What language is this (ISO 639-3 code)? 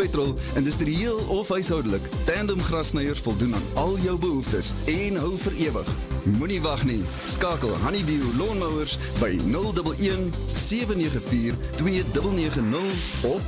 afr